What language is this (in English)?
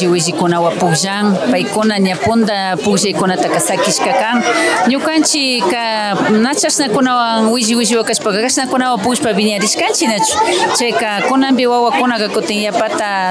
Imbabura Highland Quichua